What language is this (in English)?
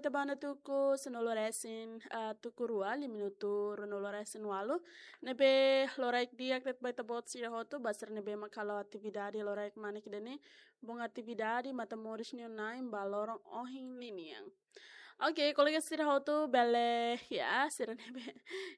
Tetum